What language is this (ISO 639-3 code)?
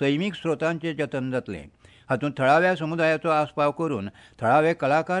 kok